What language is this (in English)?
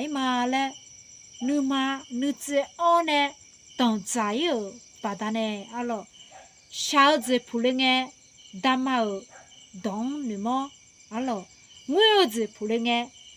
Akha